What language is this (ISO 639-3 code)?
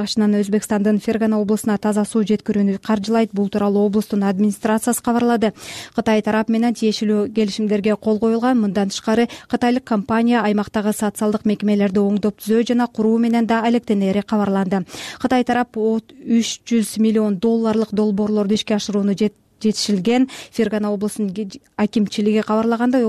kir